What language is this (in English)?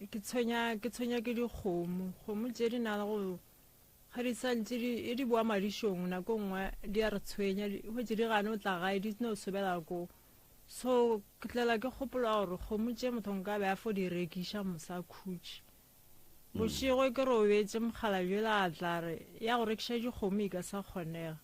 Northern Sotho